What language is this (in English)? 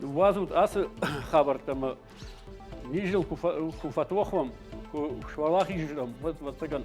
Ossetic